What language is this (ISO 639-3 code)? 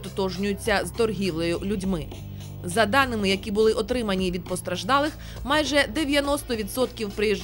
ukr